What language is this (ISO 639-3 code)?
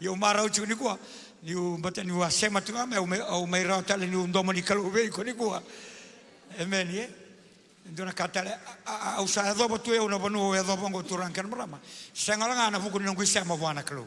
fij